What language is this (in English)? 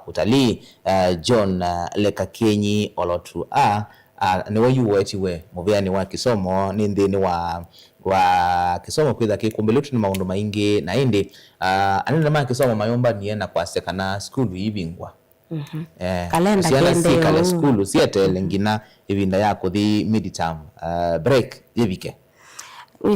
Kamba